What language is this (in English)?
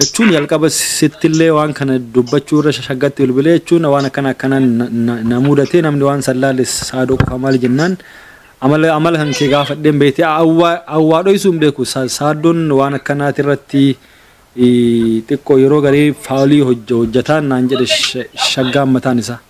Oromo